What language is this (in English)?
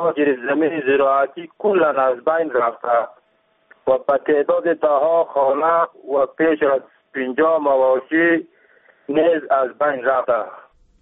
Persian